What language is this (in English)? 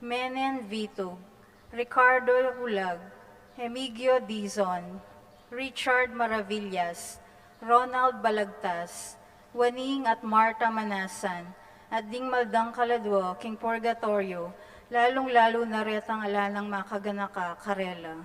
Pampanga